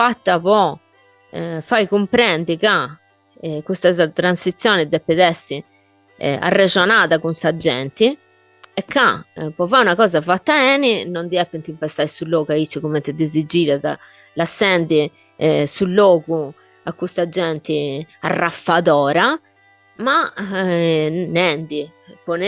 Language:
Sardinian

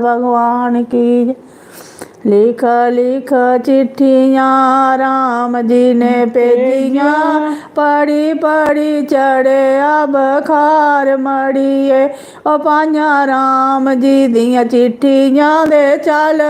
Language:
Dogri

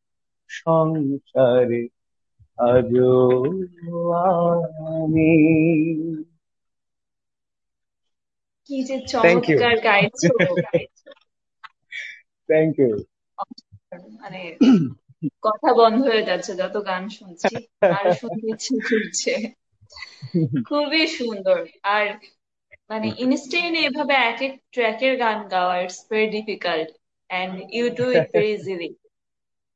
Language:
Bangla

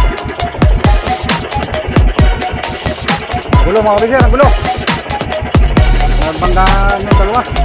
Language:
Filipino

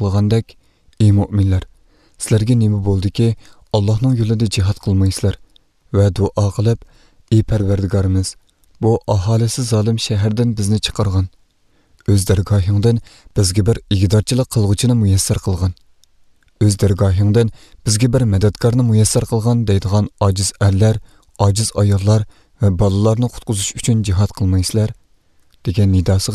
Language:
Uyghur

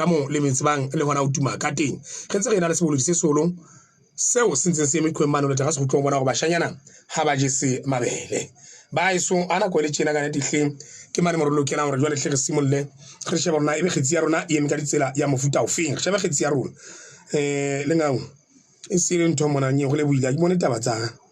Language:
Southern Sotho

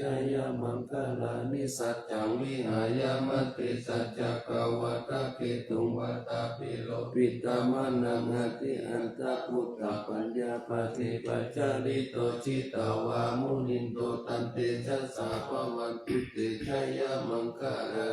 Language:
Pali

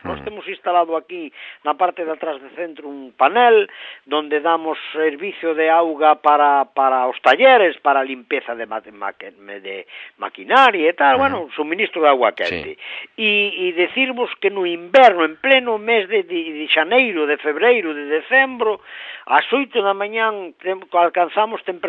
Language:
Galician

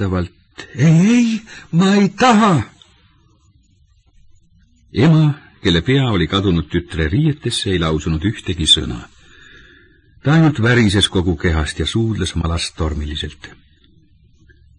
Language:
Estonian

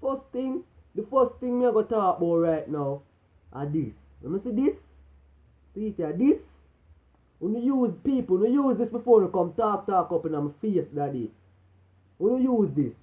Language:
Jamaican Creole English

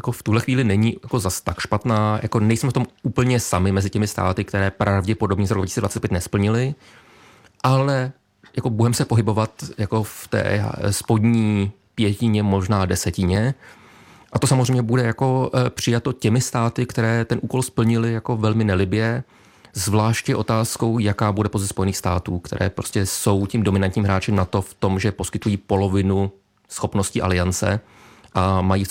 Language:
Czech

